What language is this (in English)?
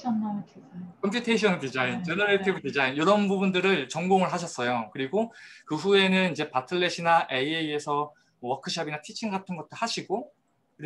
Korean